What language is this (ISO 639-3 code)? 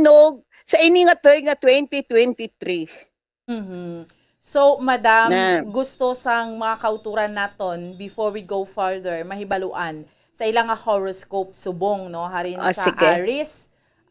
hil